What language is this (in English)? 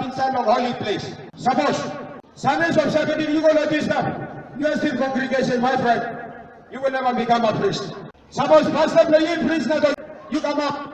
Tok Pisin